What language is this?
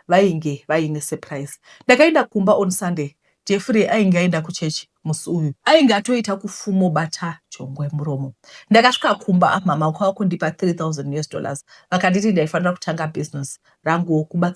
Shona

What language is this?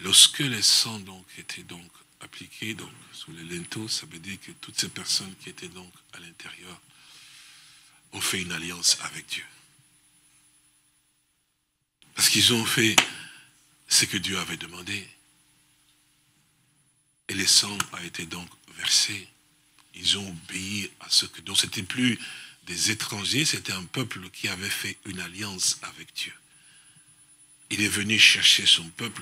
French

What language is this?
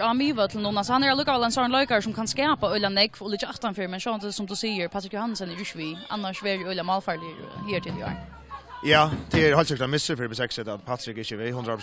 Faroese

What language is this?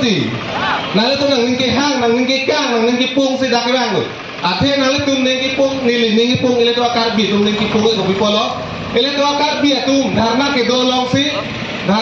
Karbi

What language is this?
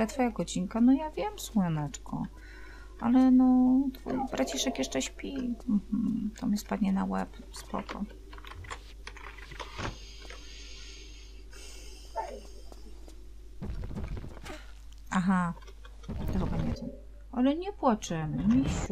Polish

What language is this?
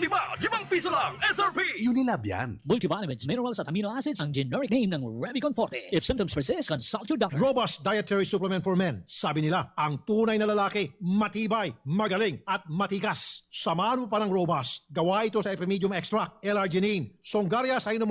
Bikol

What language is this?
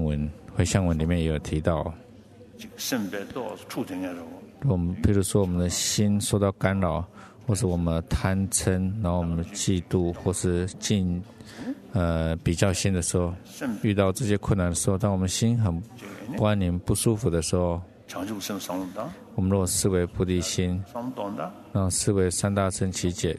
Chinese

